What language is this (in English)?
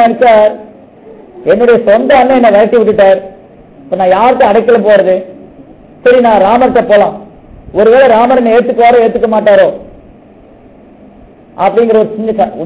Tamil